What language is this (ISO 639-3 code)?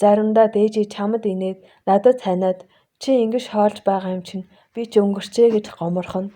mon